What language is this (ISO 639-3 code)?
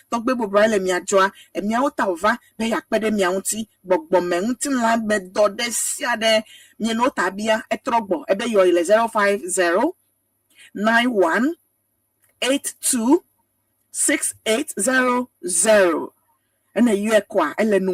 ewe